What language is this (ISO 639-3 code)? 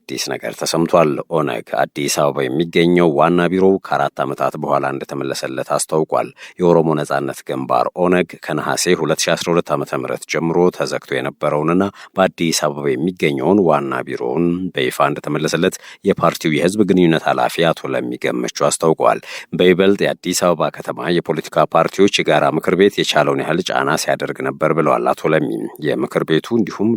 amh